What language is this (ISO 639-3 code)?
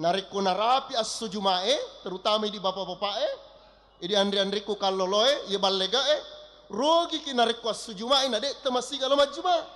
bug